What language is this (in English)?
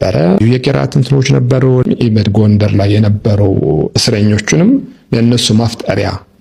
Amharic